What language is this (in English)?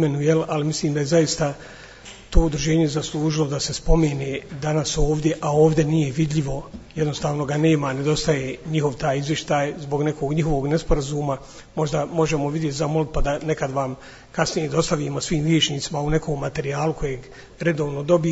Bosnian